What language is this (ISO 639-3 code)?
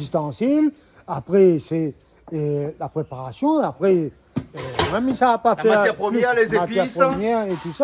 rcf